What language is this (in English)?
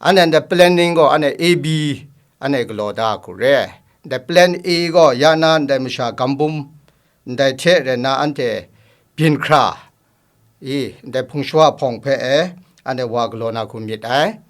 Kachin